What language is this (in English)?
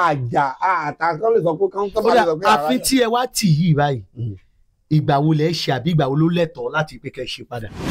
Yoruba